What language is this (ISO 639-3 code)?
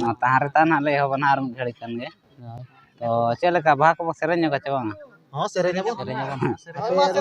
sat